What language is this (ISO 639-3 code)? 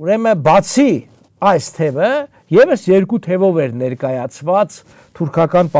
hye